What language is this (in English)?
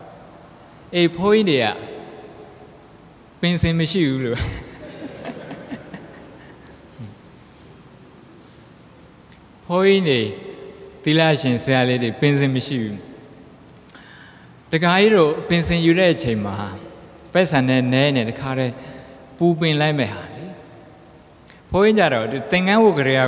Burmese